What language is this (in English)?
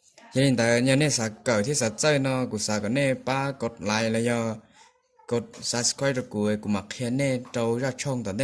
Hmong